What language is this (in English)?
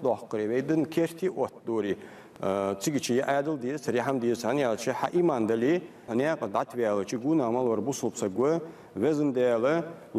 Ingush